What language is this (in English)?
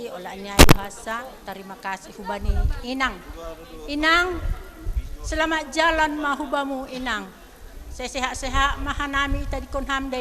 Batak Simalungun